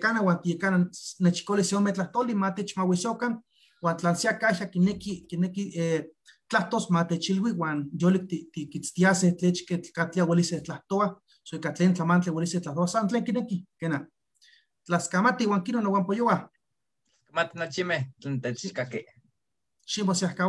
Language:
Eastern Huasteca Nahuatl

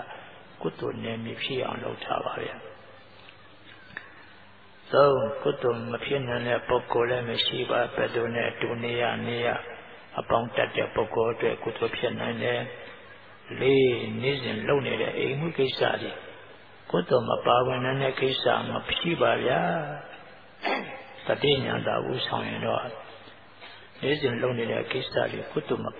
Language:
Burmese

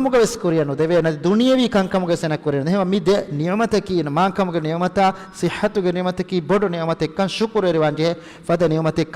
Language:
Divehi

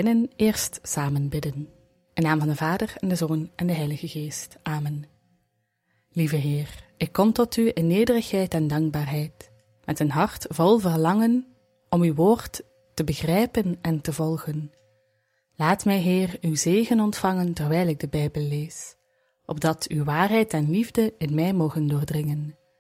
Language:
Dutch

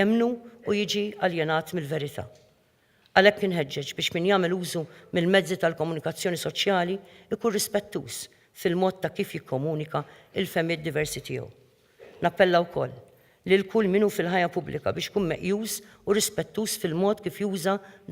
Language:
Maltese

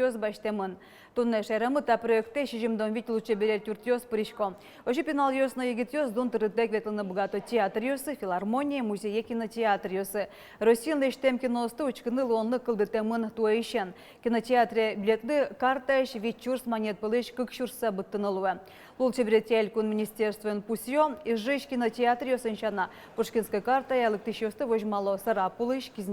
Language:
Udmurt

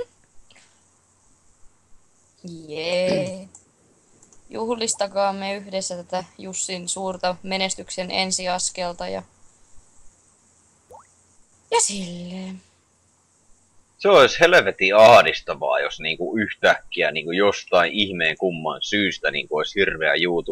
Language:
Finnish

